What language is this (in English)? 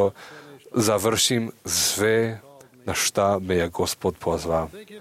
Serbian